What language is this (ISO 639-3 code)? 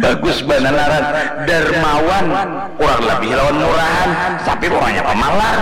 bjn